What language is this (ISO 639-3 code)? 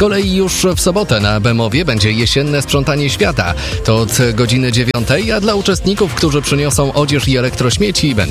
pol